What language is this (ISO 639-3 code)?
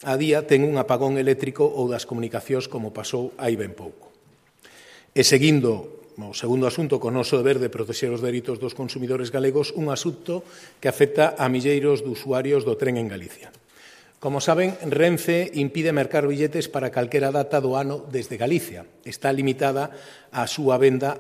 glg